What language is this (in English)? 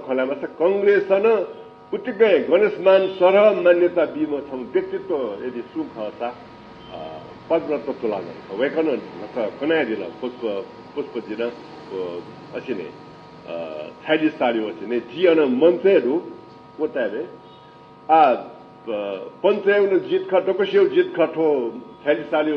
Newari